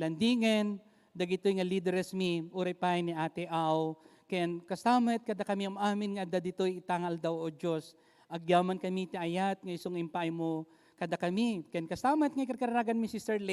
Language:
Iloko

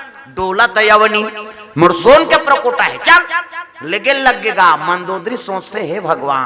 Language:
Chhattisgarhi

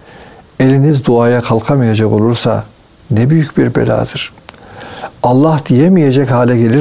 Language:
Turkish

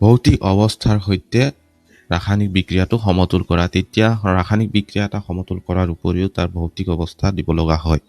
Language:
Assamese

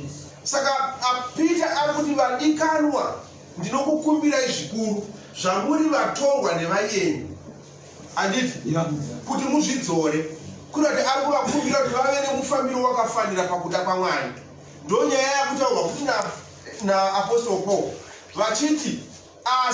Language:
Shona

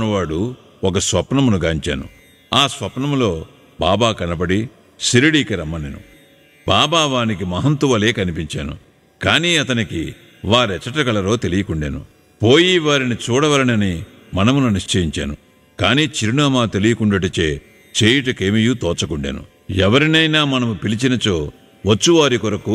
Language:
Telugu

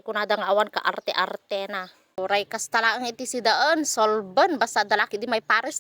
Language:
Iloko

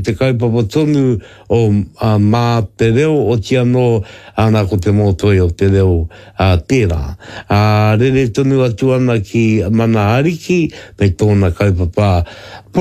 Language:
Māori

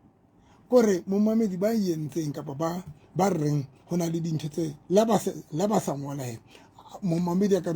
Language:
Southern Sotho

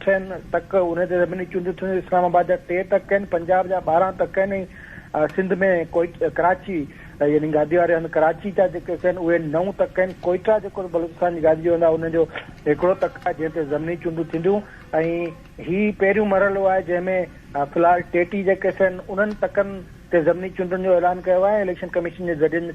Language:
Sindhi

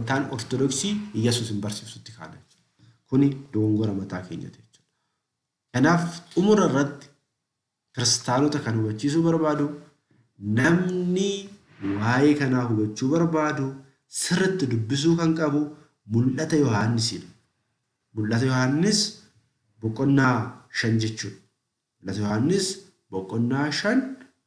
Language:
Oromo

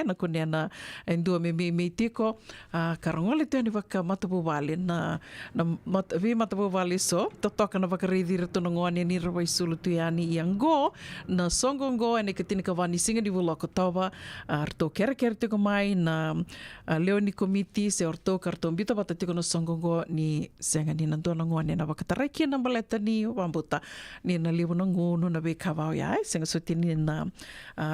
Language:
Fijian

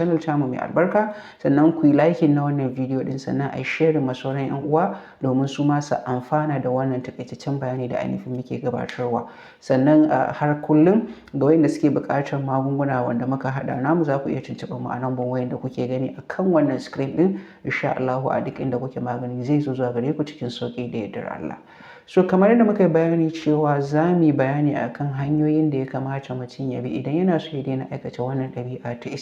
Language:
Hausa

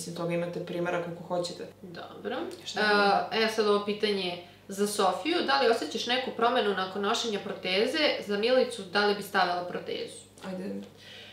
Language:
Serbian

